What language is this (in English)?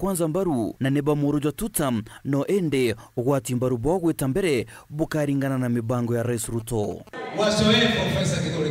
Meru